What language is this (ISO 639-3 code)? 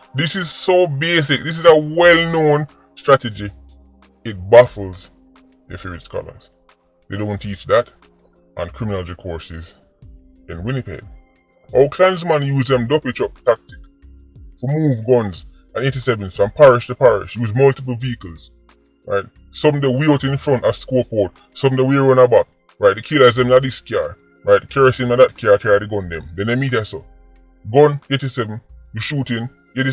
jam